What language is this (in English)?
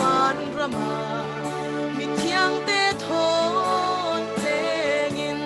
Falam Chin